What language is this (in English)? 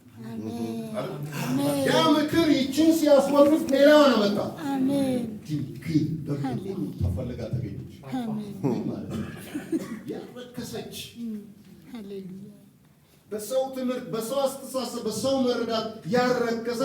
Amharic